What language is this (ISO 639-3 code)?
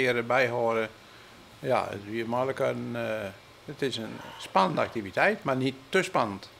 fry